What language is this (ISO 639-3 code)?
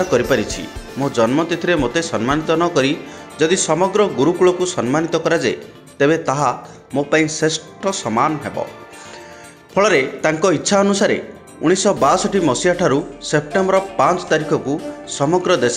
ori